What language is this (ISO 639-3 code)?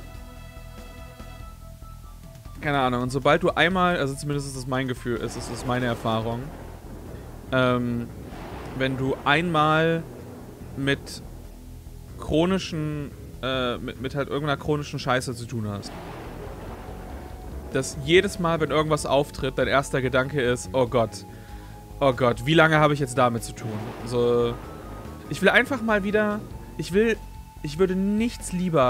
deu